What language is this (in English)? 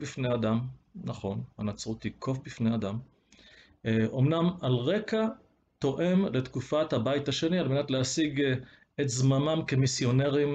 Hebrew